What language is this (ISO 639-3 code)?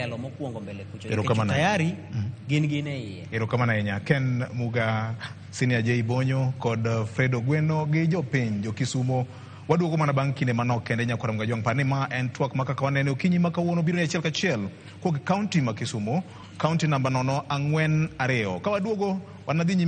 luo